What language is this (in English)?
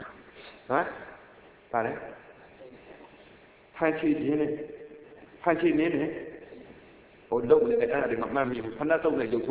Burmese